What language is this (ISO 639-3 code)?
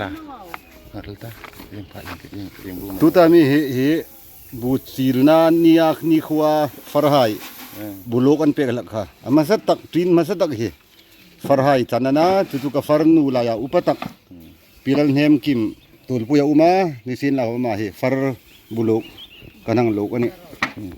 hmr